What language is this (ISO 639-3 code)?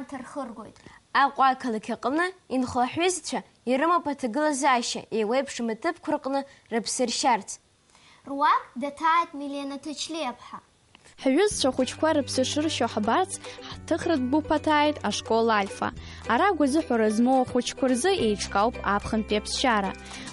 abk